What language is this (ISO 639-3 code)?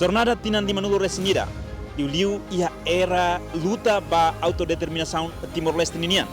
tet